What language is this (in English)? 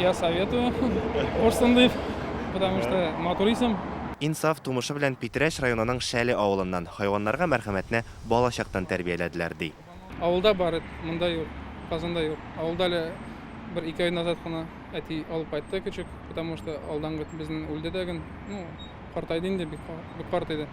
Tatar